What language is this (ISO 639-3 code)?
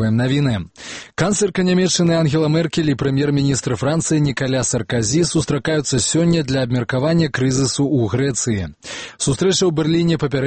bel